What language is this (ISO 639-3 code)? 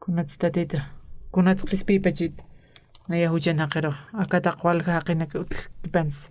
aym